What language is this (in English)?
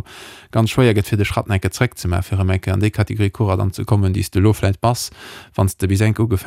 Luxembourgish